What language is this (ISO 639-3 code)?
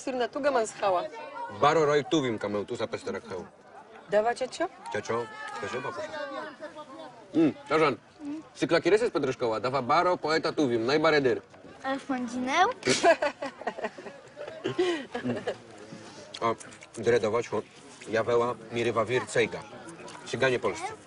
pol